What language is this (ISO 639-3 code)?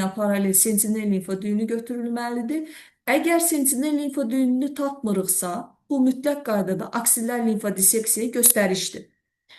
aze